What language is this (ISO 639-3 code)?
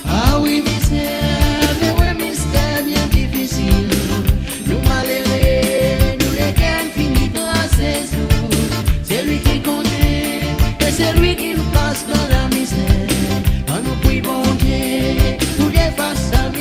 crs